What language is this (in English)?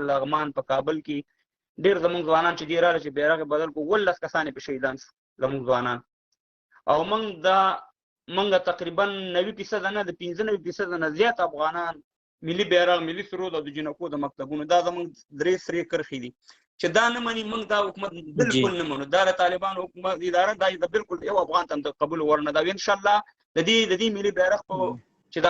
Pashto